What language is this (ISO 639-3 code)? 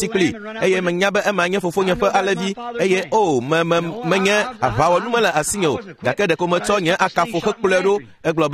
ewe